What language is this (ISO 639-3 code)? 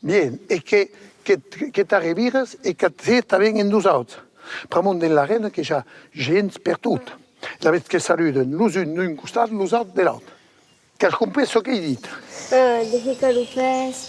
oci